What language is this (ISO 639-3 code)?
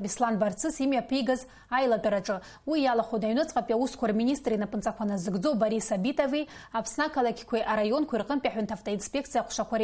abk